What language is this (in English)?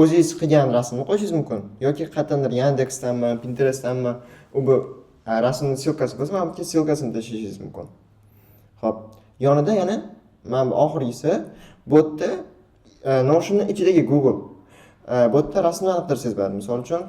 Uzbek